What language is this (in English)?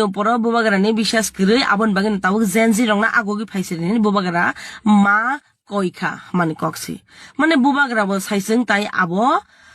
Kok Borok